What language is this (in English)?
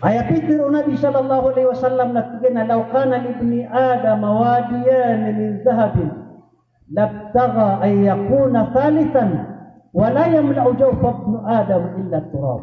Maranao